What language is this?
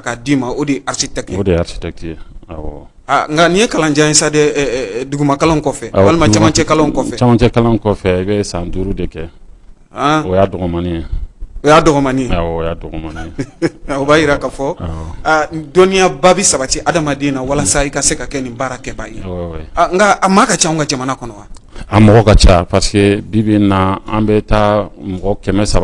Bambara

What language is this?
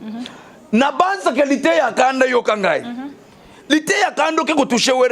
Lingala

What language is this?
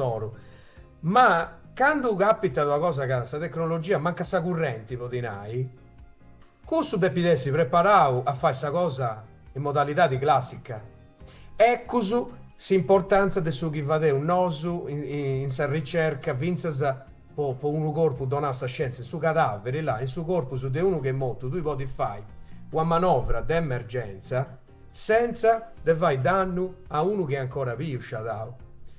Sardinian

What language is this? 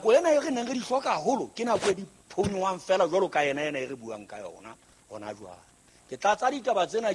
Southern Sotho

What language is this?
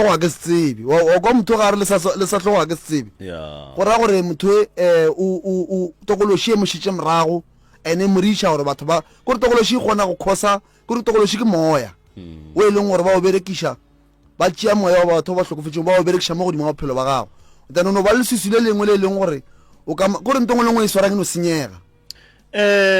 Northern Sotho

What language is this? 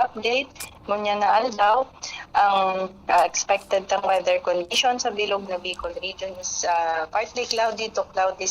Bikol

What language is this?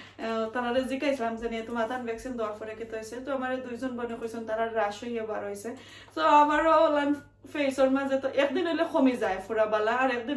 Sylheti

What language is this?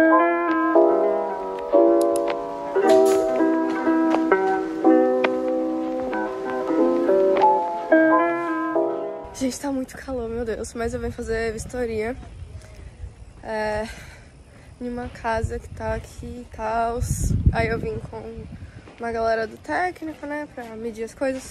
Portuguese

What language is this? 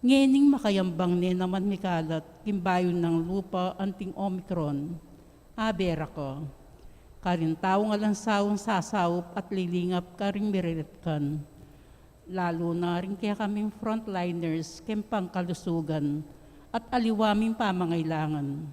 Pampanga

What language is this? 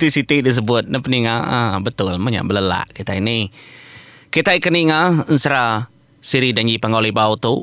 Iban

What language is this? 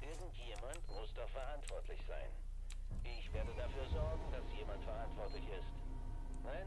Bavarian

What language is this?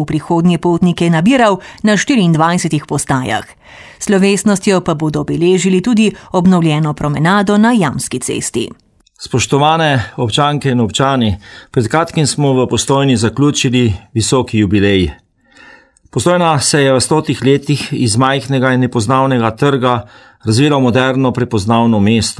Slovenian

